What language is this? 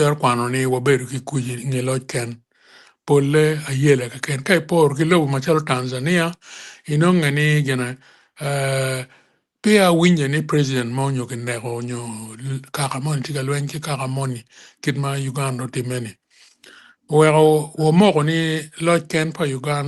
Acoli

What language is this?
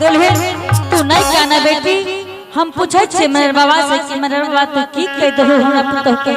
Angika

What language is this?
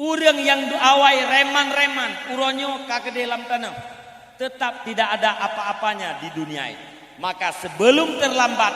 Achinese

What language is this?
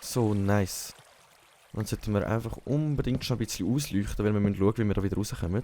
Swiss German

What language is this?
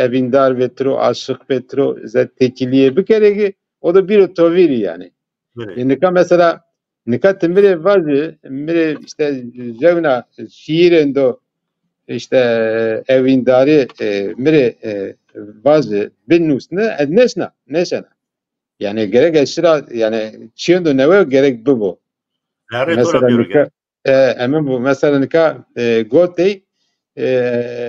Zaza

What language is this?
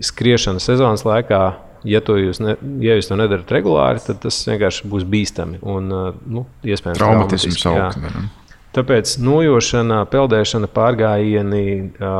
Latvian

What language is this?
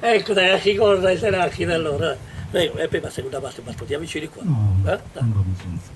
Sardinian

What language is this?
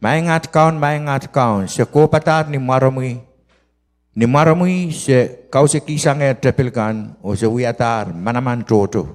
Pohnpeian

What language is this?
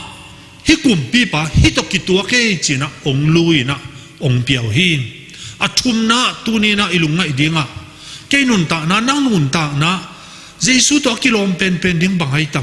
Tedim Chin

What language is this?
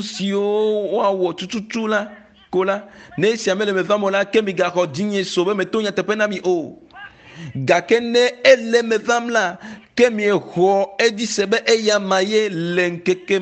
Ewe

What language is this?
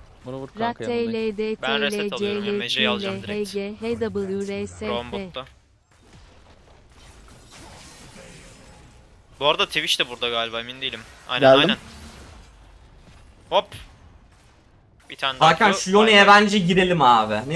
Turkish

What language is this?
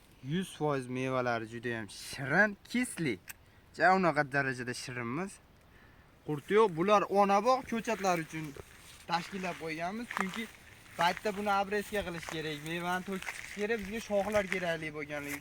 Uzbek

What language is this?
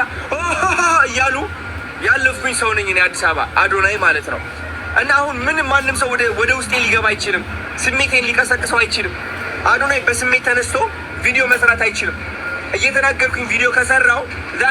Amharic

